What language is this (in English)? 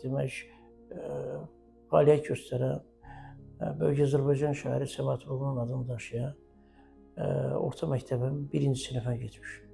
Azerbaijani